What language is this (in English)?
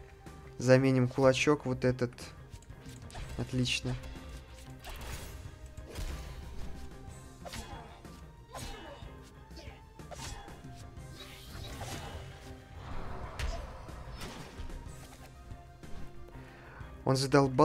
Russian